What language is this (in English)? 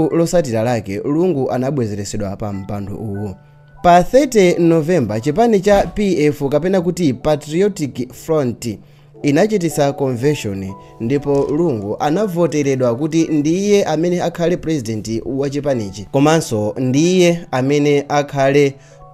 Nyanja